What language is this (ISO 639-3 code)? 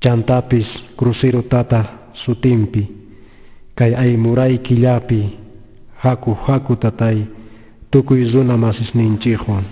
quh